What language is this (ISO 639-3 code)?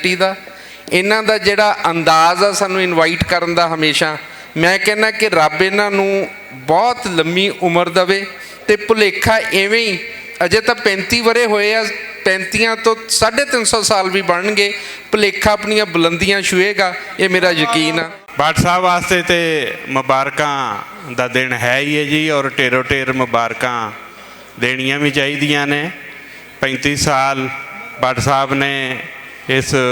lah